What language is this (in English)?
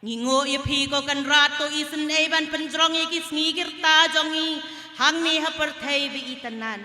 Khasi